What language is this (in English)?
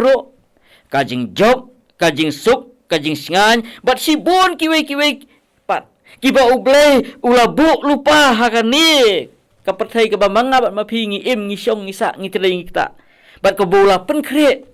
Khasi